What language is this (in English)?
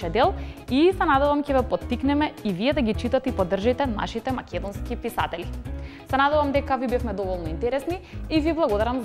Macedonian